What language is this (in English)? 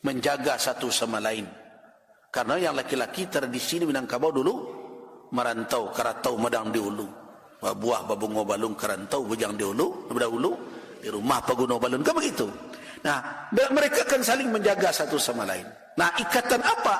Minangkabau